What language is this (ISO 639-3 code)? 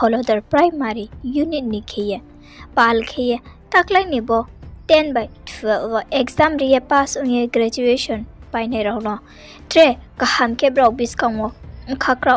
ria